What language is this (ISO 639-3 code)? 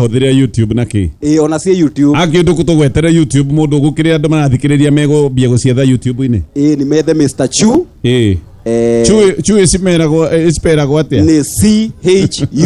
kik